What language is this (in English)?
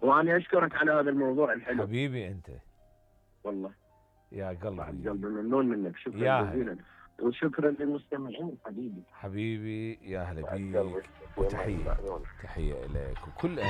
Mesopotamian Arabic